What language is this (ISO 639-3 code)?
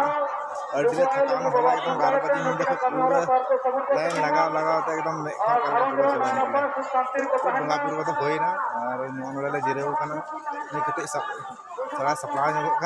sat